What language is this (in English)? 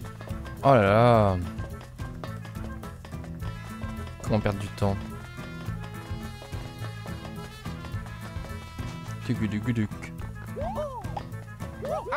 French